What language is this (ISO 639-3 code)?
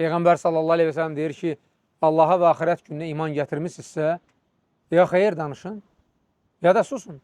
aze